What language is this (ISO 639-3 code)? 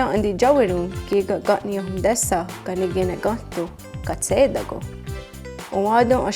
moh